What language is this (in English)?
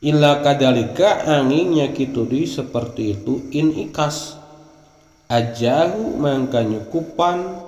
Sundanese